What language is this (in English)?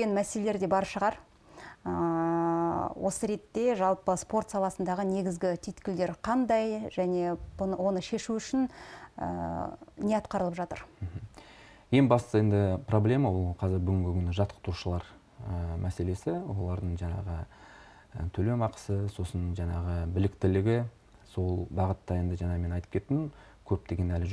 Kazakh